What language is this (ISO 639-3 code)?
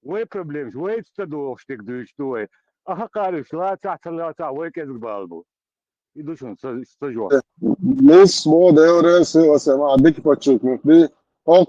che